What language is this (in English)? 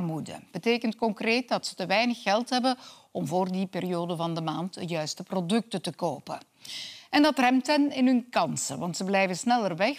Dutch